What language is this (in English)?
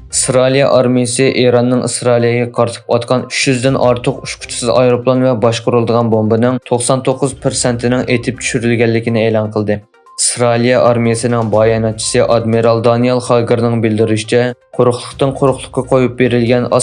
Uyghur